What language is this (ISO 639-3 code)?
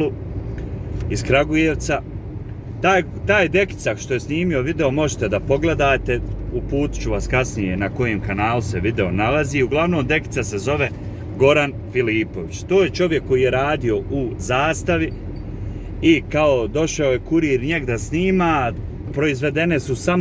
bos